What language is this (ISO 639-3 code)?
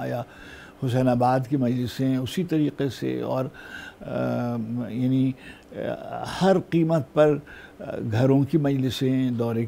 urd